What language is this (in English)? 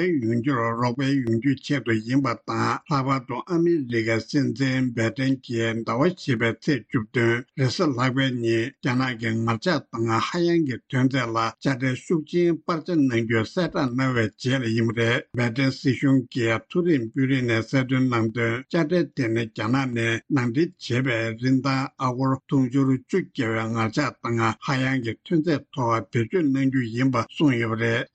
Tibetan